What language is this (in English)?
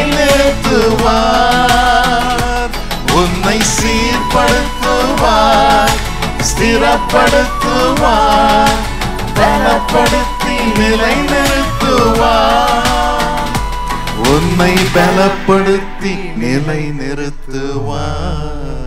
Tamil